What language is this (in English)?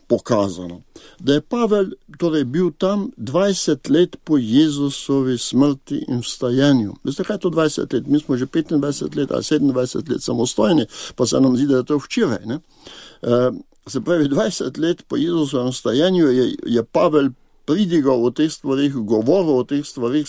Slovenian